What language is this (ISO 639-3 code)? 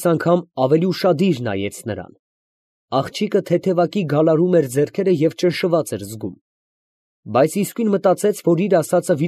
hye